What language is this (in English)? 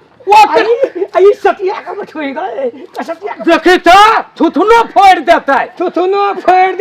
Maithili